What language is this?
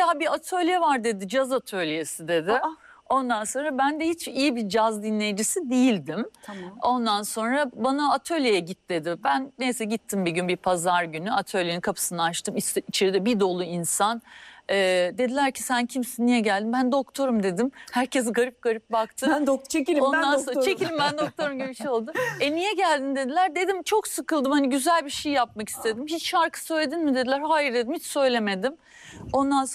Turkish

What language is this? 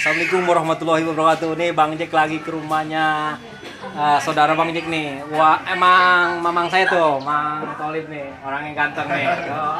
Betawi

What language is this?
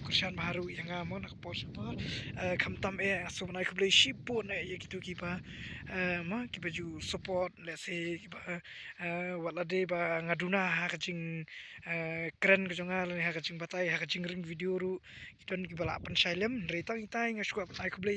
Khasi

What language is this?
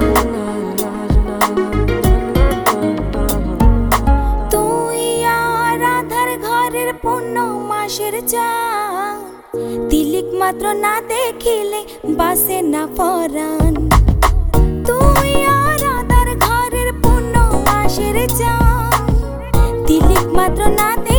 Bangla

